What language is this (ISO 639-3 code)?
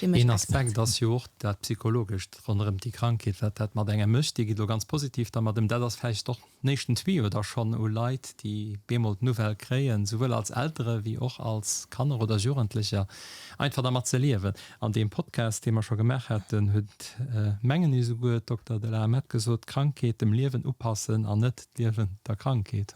ltz